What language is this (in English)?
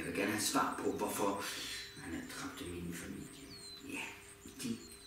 Danish